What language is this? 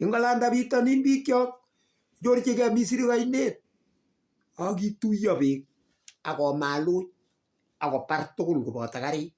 Kalenjin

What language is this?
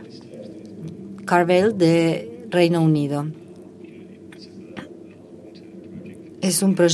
Spanish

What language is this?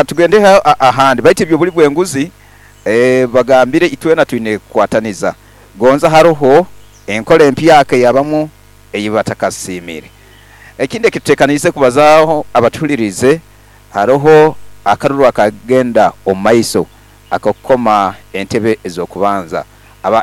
Nyoro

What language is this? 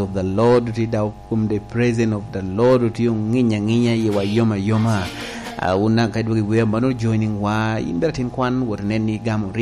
Lango (Uganda)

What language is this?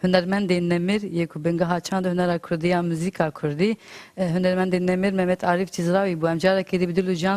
Kurdish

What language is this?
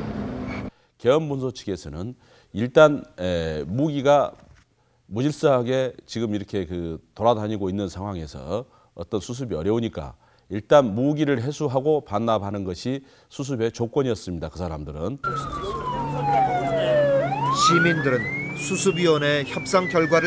Korean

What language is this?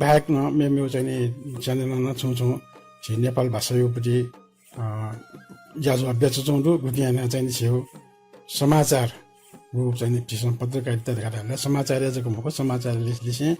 Newari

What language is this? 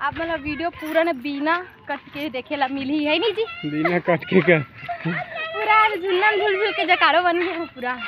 Chhattisgarhi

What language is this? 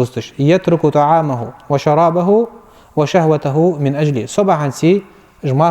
Ingush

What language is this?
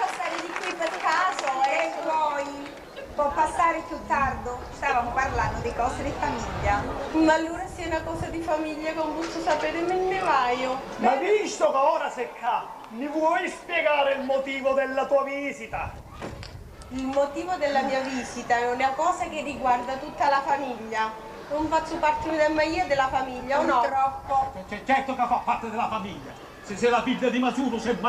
Sicilian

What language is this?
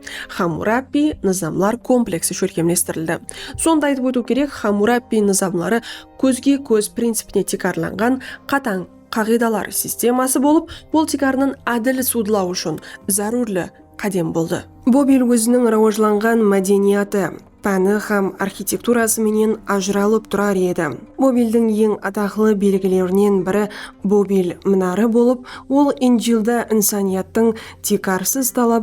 Kara-Kalpak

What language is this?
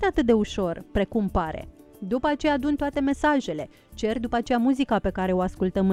Romanian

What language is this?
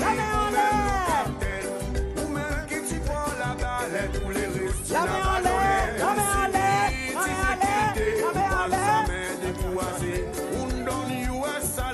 Seselwa Creole French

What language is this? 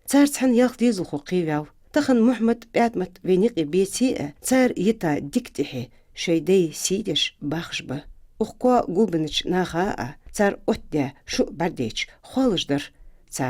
Ingush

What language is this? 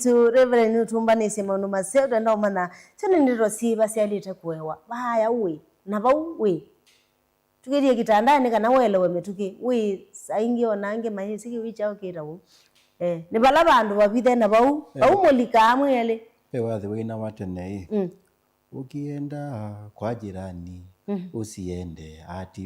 Kamba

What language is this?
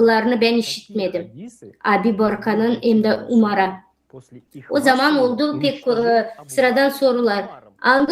Gagauz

